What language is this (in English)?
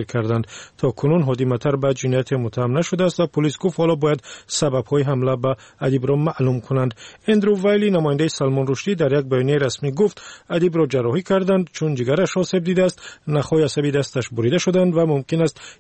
Tajik